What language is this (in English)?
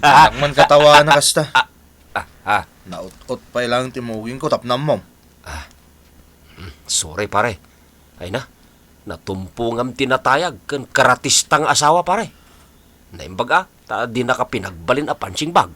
Iloko